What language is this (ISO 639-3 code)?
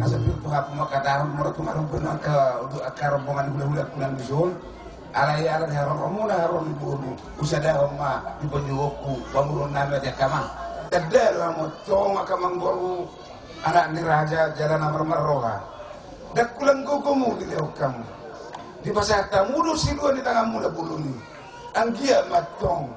bbc